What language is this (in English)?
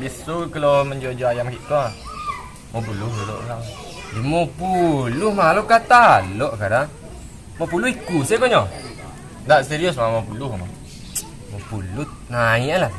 Minangkabau